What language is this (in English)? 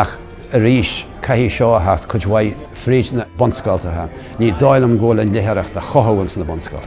Irish